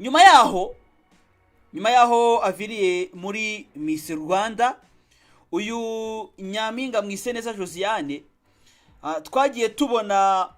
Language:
Kinyarwanda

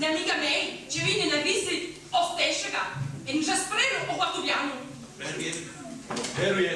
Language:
Sicilian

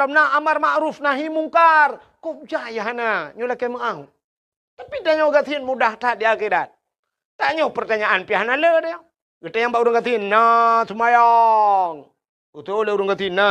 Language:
Achinese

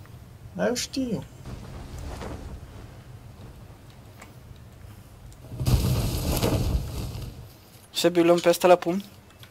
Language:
Romanian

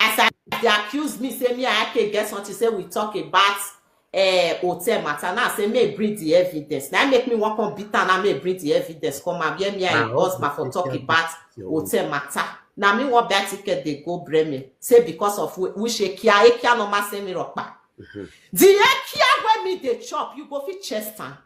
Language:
Nigerian Pidgin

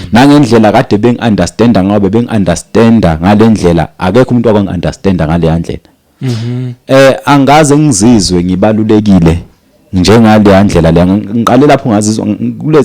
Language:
Zulu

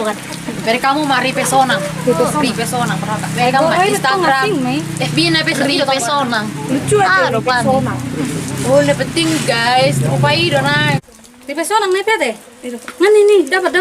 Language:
Batak Toba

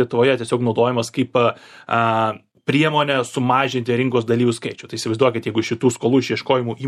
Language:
Lithuanian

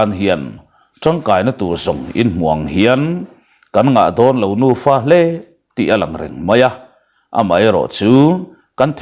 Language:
Mizo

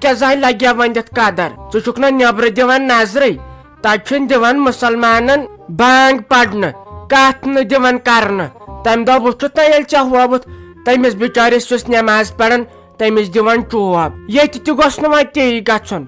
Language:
Kashmiri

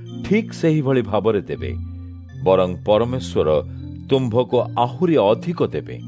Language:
Odia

